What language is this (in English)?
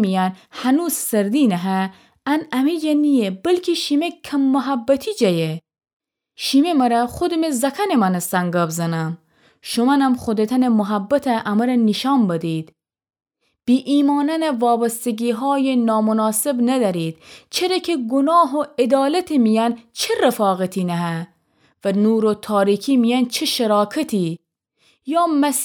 Gilaki